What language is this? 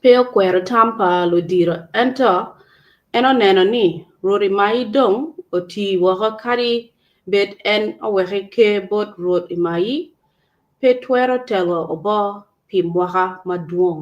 Acoli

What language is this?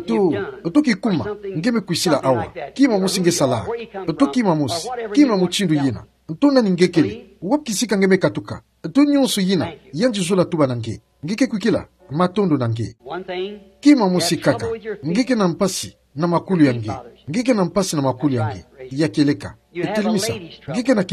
Kituba (Democratic Republic of Congo)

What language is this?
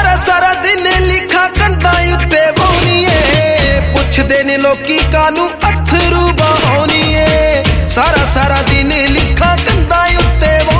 Punjabi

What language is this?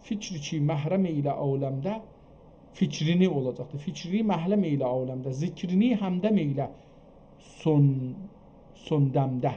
South Azerbaijani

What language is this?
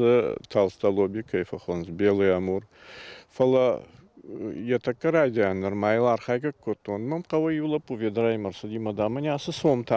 Ossetic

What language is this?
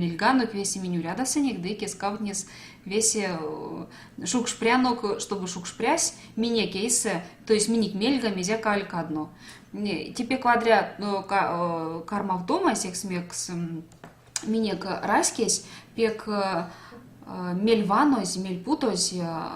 Erzya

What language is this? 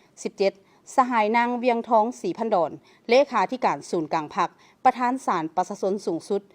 Lao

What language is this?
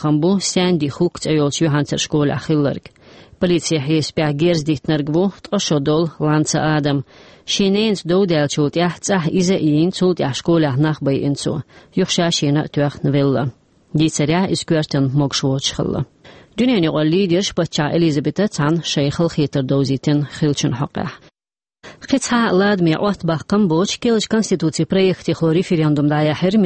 Chechen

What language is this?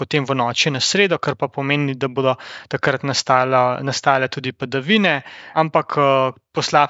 Slovenian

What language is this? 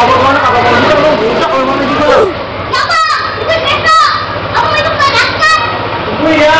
Betawi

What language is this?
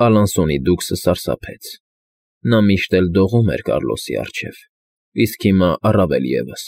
Armenian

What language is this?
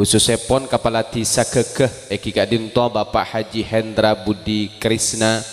Madurese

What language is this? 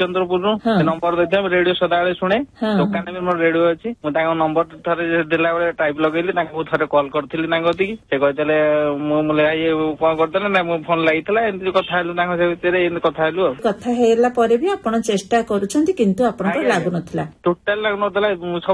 Odia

